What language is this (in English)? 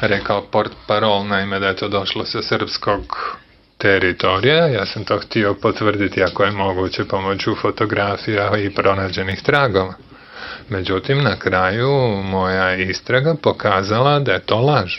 Croatian